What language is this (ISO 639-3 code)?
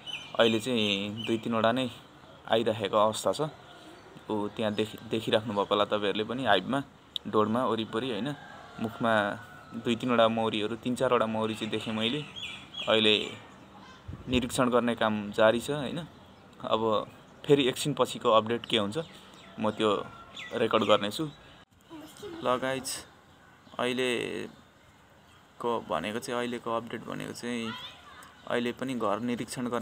nep